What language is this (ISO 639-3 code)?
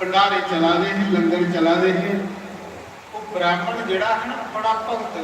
doi